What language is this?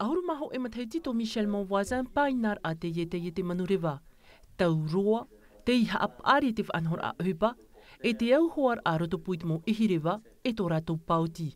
Tahitian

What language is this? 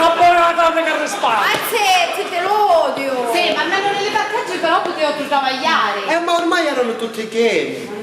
Sicilian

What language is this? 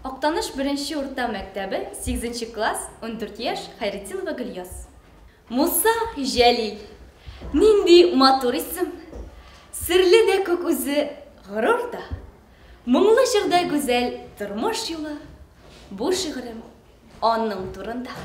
Tatar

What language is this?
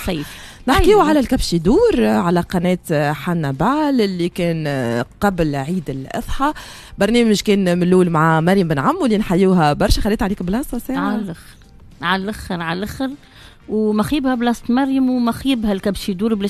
Tunisian Arabic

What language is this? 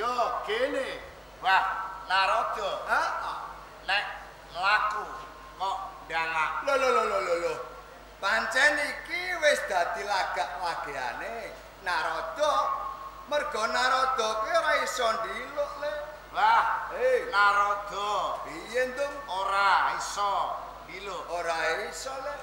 Javanese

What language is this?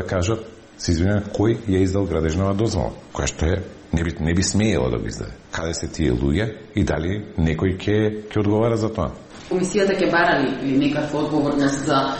Macedonian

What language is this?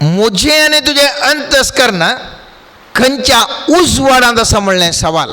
Konkani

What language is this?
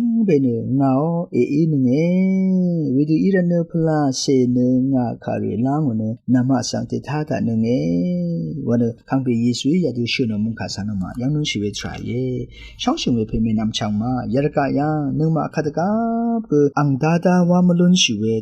Rawang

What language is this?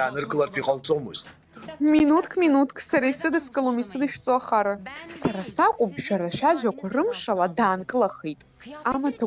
Abkhazian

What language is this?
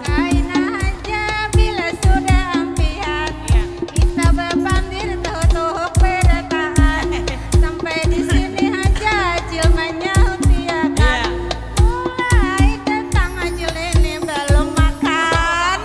Banjar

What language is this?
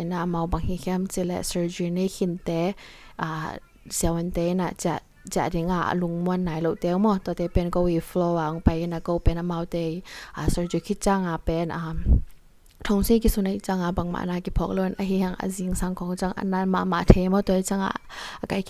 Tedim Chin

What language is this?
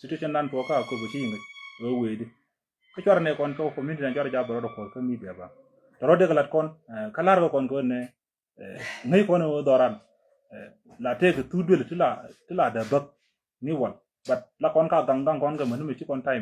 Nuer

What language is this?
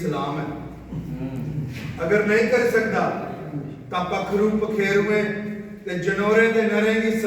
Dogri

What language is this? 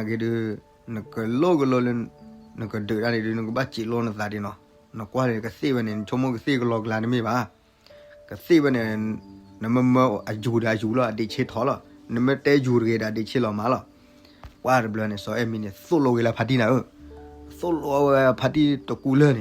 S'gaw Karen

